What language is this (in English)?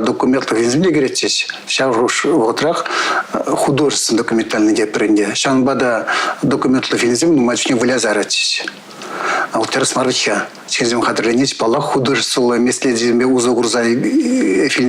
Chuvash